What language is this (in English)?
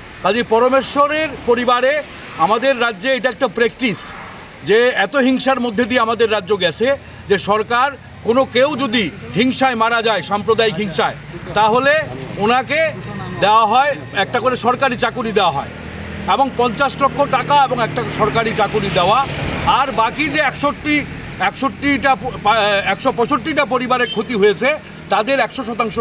Bangla